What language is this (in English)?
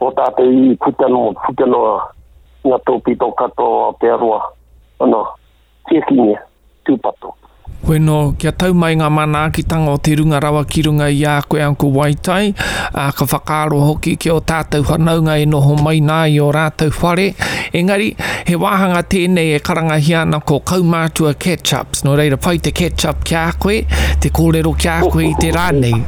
Māori